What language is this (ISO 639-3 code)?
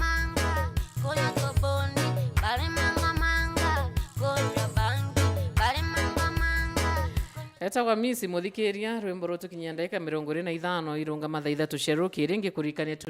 mer